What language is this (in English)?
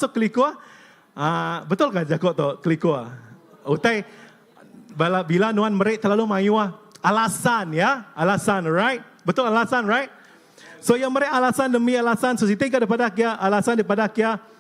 Iban